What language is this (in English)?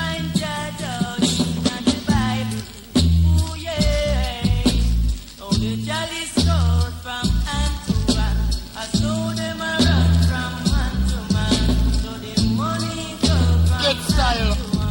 Jamaican Creole English